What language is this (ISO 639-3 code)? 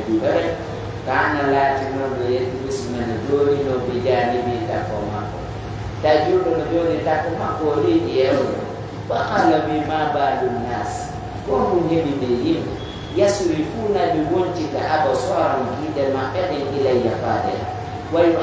fuf